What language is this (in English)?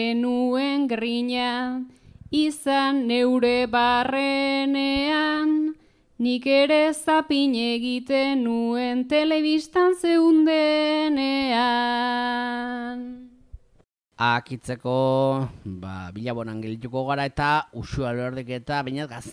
Basque